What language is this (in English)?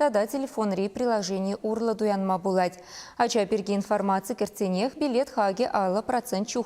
Chuvash